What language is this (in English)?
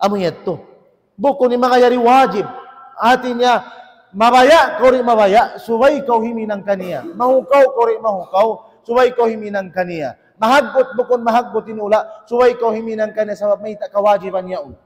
Tausug